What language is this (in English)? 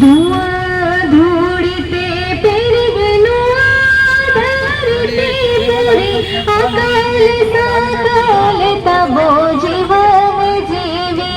Santali